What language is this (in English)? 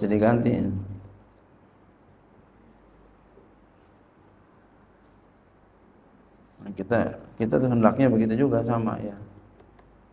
Indonesian